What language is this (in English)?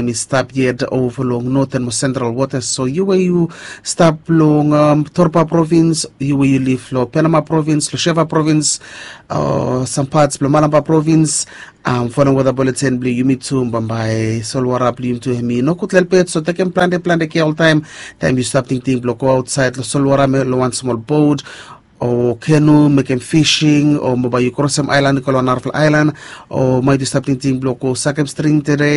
Bislama